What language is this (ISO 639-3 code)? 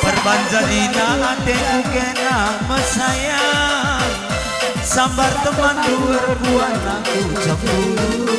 btx